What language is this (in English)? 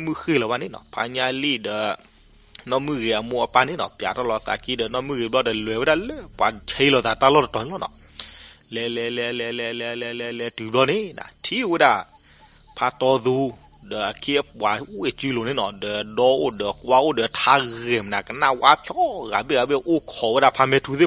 S'gaw Karen